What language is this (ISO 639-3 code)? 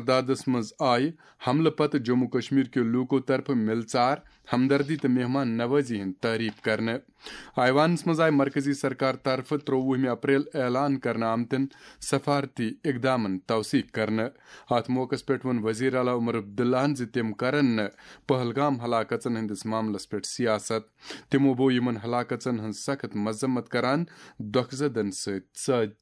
kas